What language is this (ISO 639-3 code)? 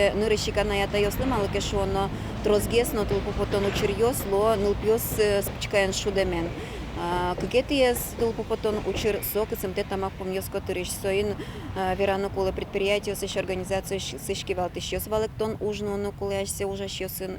udm